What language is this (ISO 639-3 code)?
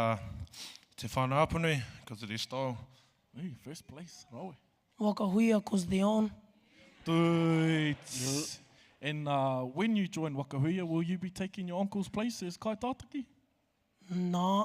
mri